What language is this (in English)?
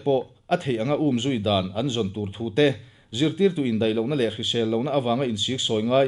Mizo